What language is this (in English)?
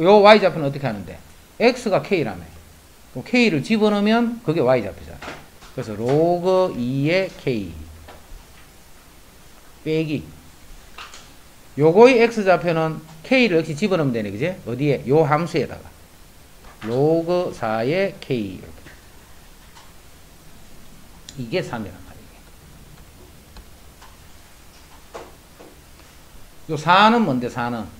Korean